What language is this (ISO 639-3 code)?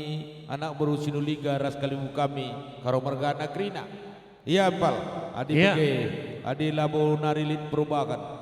btx